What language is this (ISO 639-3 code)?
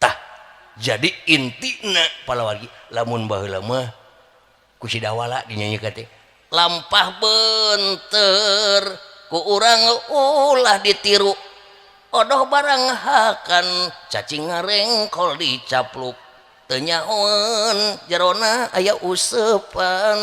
sun